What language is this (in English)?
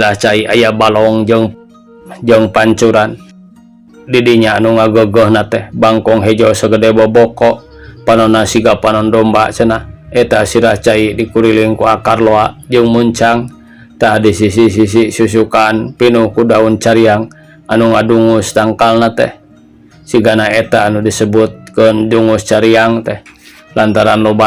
Sundanese